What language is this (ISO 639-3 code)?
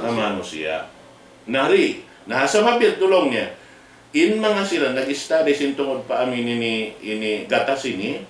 tsg